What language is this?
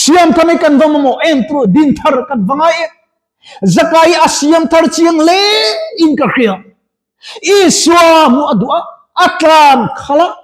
Mizo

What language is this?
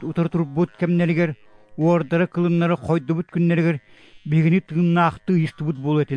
Yakut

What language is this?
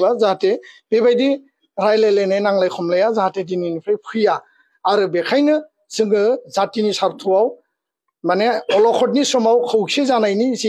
Bodo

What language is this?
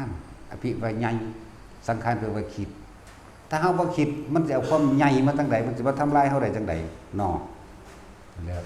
Lao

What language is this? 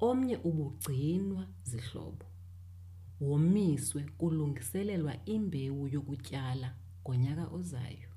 Xhosa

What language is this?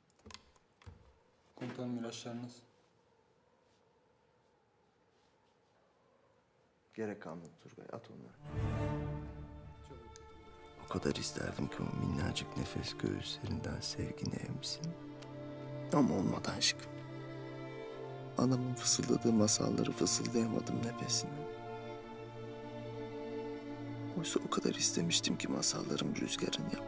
Turkish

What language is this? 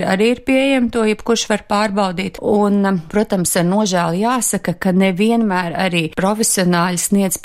Latvian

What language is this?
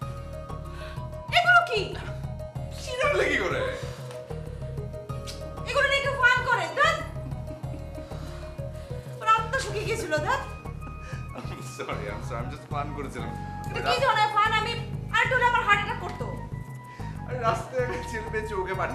Bangla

